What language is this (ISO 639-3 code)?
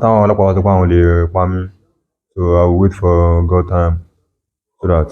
yor